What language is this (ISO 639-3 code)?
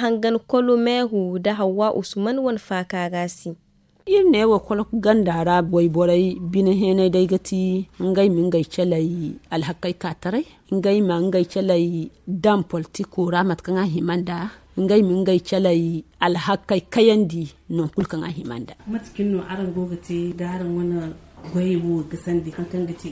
dje